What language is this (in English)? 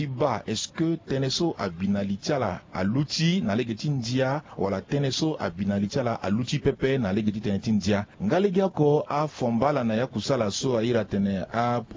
Sango